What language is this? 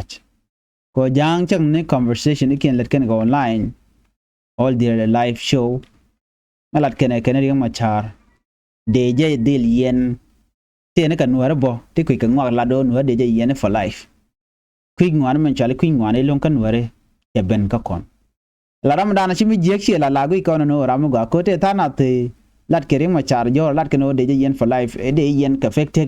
Nuer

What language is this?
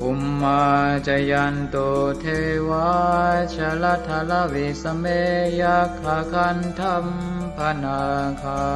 Pali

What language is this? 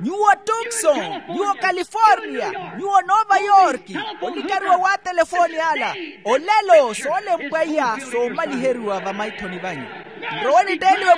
Makhuwa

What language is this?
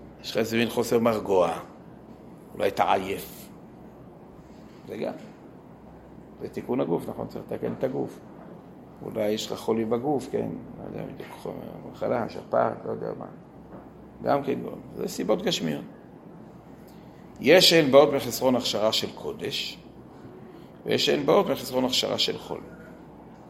Hebrew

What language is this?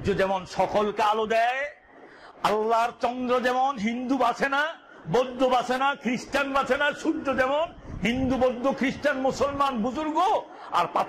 Bangla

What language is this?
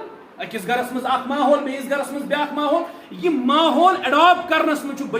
Kashmiri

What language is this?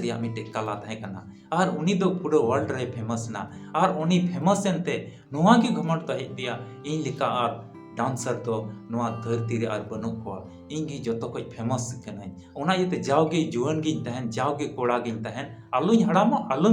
Santali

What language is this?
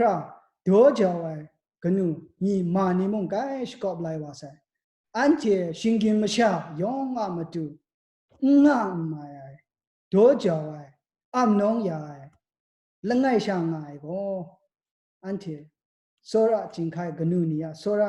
Kachin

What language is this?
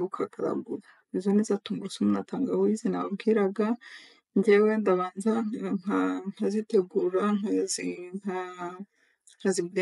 Kinyarwanda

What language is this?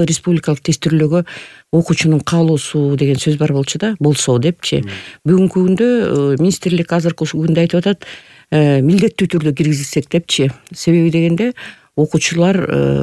Kyrgyz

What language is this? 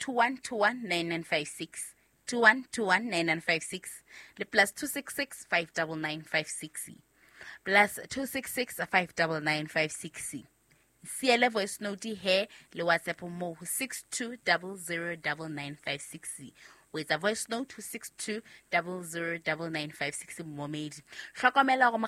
Southern Sotho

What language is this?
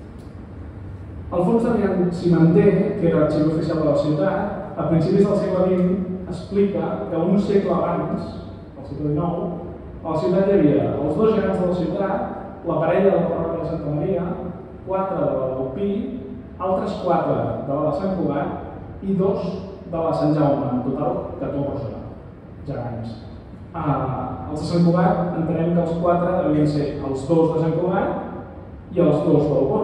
Catalan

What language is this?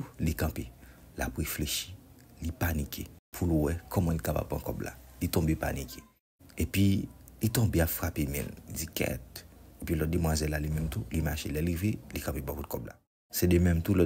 Haitian Creole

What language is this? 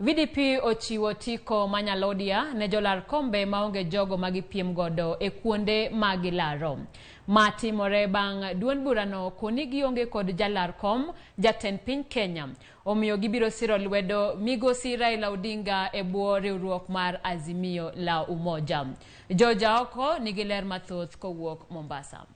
Luo (Kenya and Tanzania)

